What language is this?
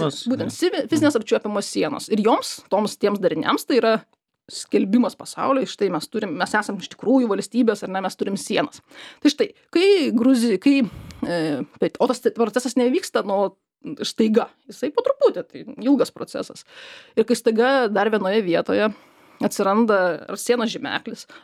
Lithuanian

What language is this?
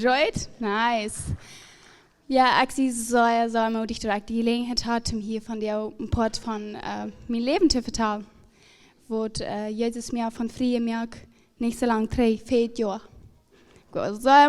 Plautdietsch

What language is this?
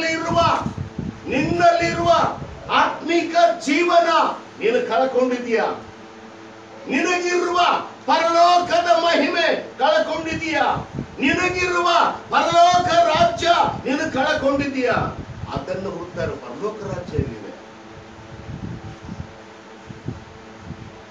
Kannada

